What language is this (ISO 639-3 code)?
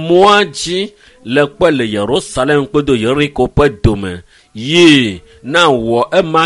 ewe